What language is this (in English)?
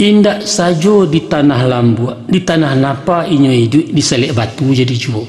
Minangkabau